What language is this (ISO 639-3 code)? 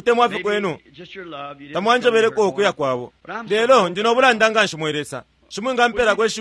bem